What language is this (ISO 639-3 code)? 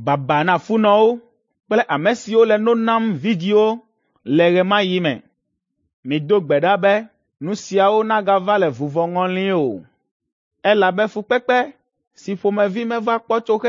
ewe